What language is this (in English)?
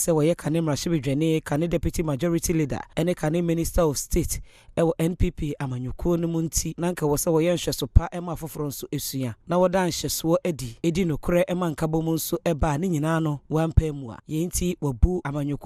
Akan